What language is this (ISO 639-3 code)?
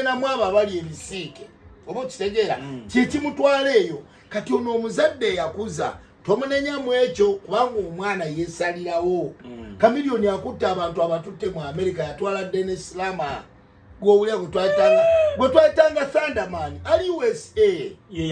lug